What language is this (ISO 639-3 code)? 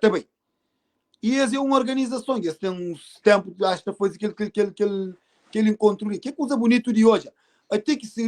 kea